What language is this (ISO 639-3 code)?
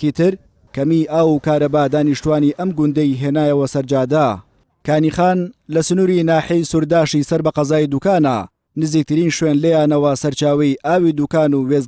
ckb